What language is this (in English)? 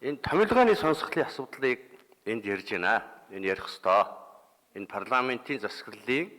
Mongolian